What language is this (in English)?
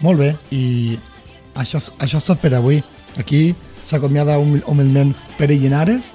Catalan